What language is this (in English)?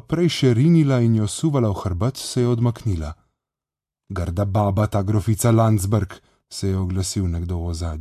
Slovenian